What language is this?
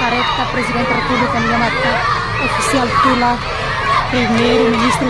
Tetum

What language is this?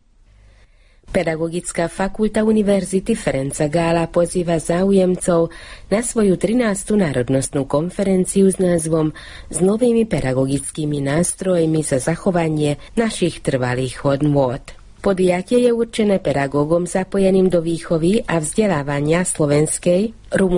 Slovak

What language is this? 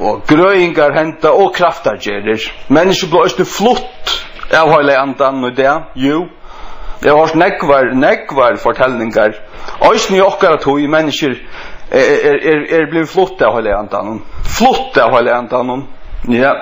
Faroese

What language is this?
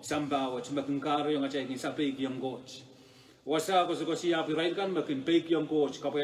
Pohnpeian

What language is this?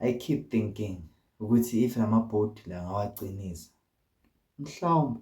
Zulu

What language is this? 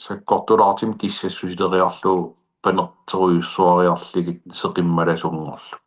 Kalaallisut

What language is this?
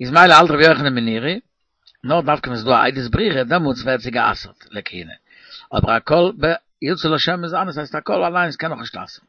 Yiddish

